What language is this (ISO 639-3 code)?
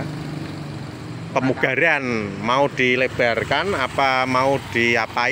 ind